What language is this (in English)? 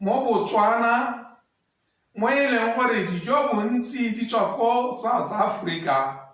Tswana